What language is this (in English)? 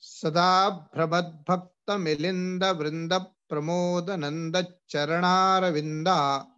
Sanskrit